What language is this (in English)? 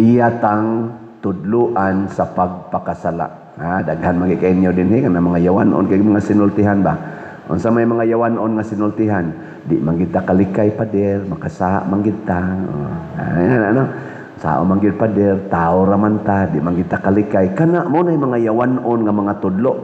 Cebuano